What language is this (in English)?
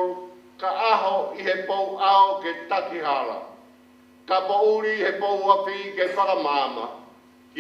Tongan